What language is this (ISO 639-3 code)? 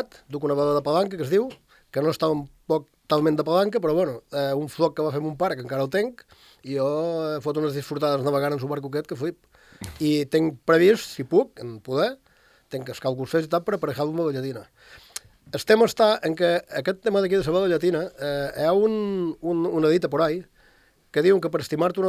cat